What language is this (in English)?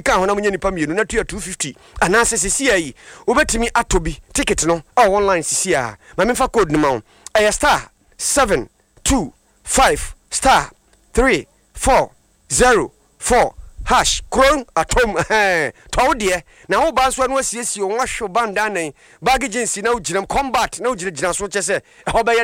Akan